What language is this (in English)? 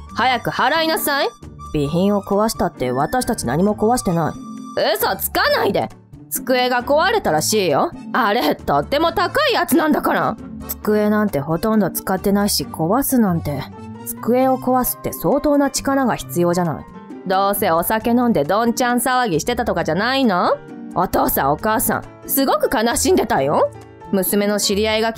Japanese